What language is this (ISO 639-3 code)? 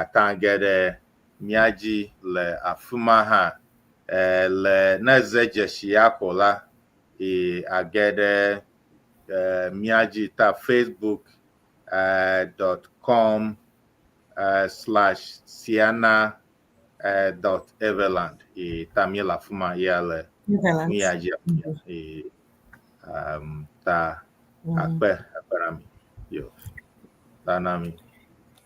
ewe